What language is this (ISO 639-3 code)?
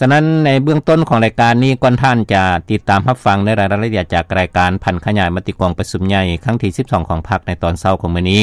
lao